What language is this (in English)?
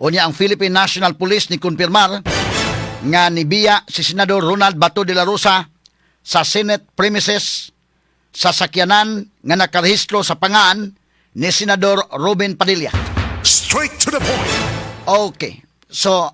Cebuano